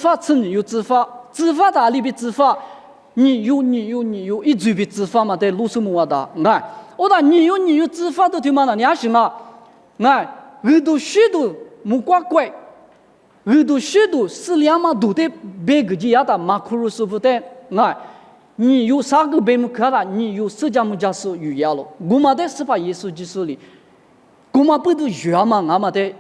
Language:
Lisu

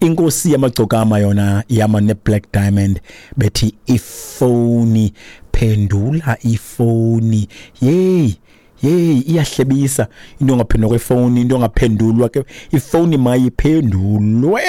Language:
Xhosa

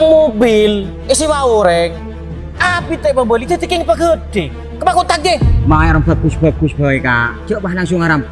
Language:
Madurese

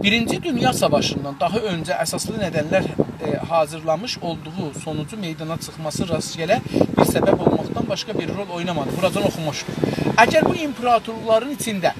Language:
South Azerbaijani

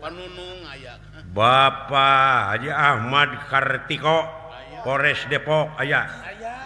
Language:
Sundanese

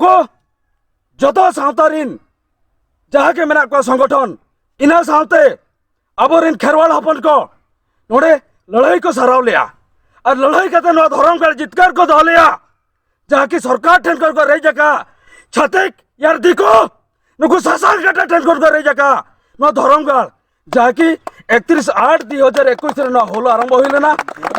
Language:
Santali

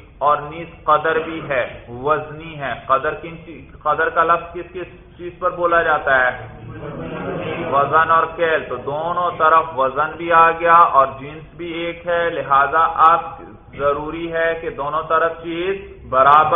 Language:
Urdu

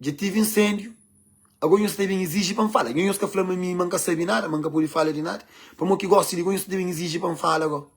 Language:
Kabuverdianu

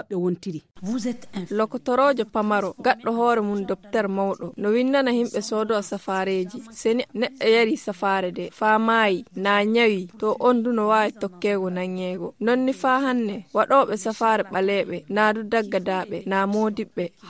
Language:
Fula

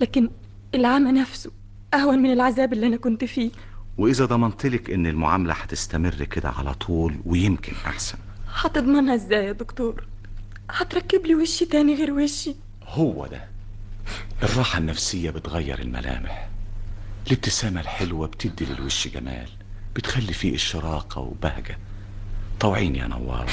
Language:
Egyptian Arabic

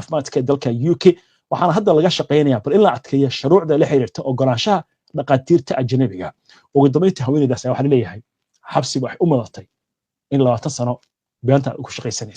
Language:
Somali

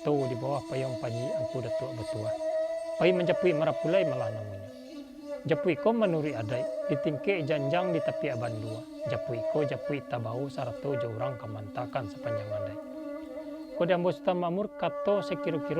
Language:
Minangkabau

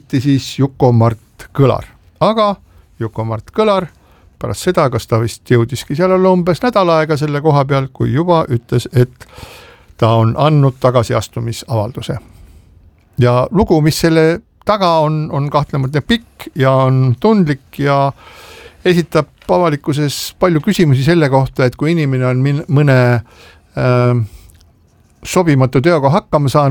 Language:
Estonian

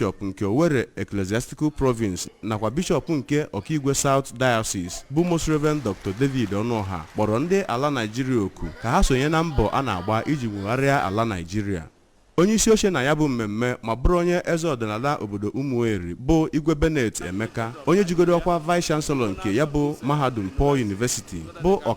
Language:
Igbo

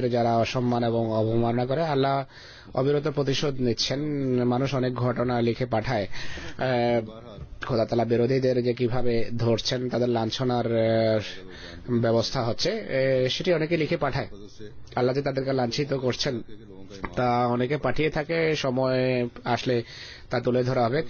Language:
Bangla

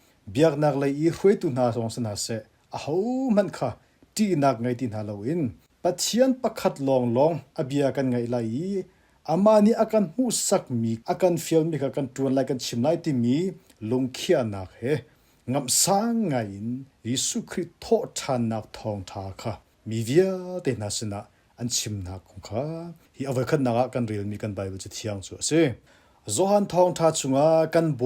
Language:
Hakha Chin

